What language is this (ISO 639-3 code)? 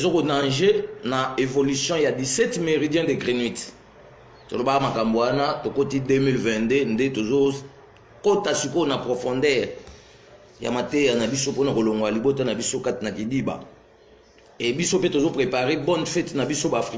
lin